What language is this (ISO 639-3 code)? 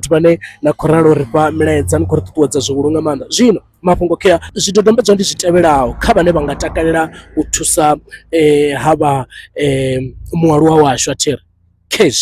ven